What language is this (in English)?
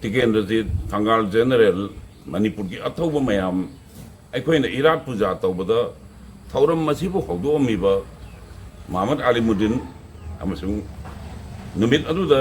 Manipuri